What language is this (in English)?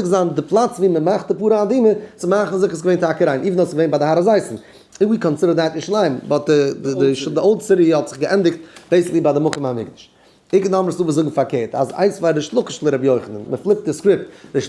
Yiddish